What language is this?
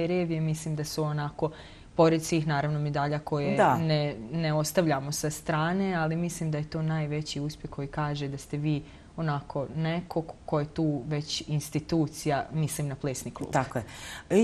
Bosnian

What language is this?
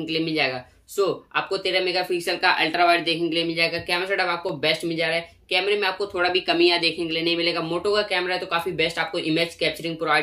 Hindi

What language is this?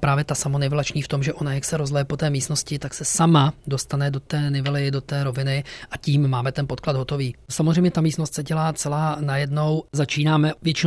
Czech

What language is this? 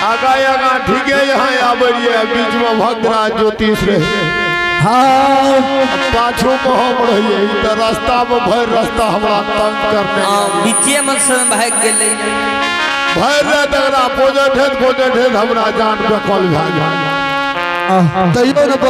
Maithili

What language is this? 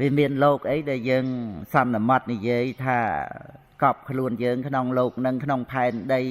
Khmer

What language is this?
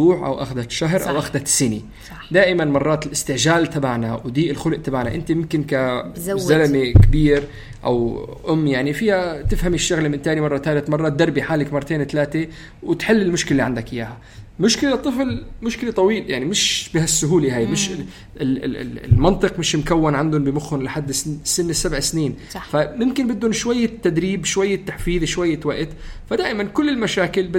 North Levantine Arabic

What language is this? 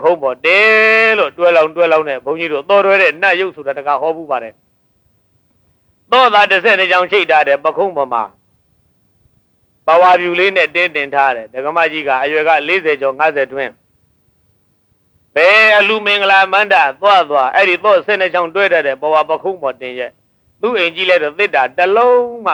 Burmese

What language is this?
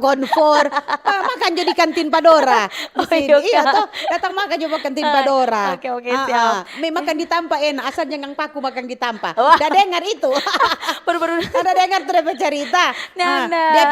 Manado Malay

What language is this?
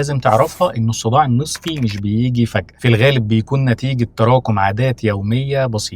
Egyptian Arabic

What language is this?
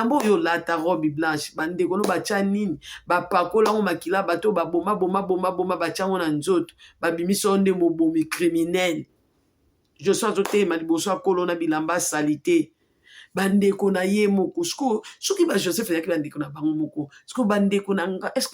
Lingala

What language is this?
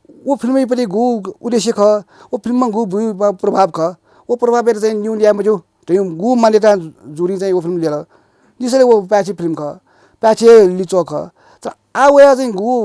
Newari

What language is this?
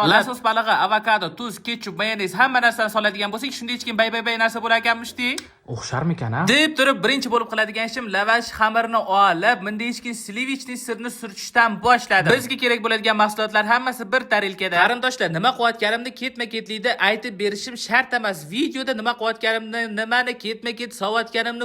Uzbek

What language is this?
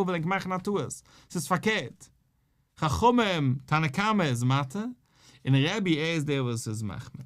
Yiddish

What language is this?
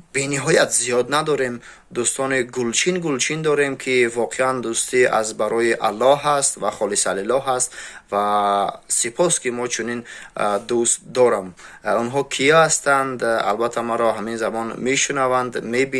Tajik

